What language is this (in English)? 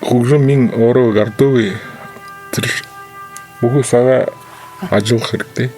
Buriat